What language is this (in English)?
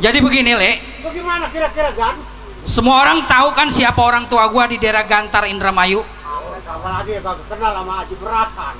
Betawi